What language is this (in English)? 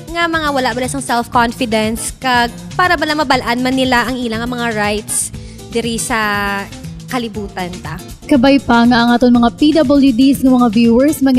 Hiligaynon